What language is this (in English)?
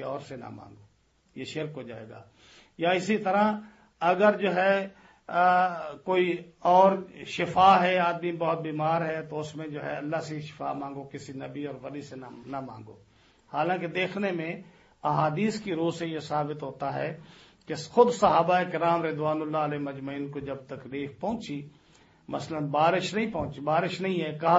Urdu